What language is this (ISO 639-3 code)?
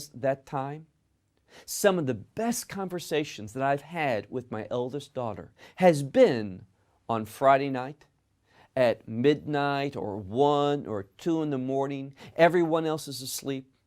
eng